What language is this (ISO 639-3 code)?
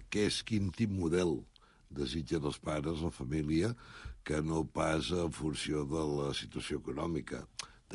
cat